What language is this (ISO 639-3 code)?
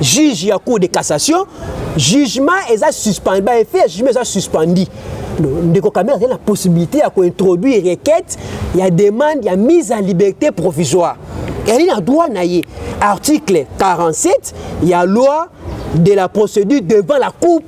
lin